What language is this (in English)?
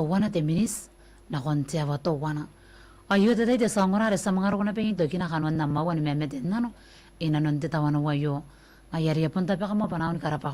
Gilbertese